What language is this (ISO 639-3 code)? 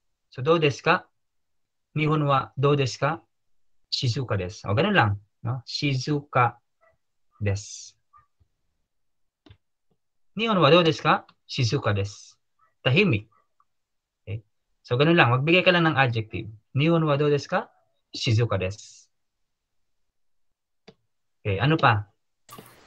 fil